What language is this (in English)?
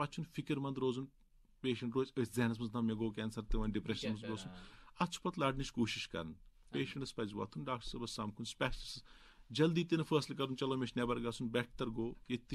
Kashmiri